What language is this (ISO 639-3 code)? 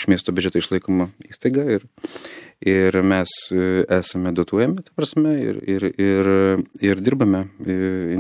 lit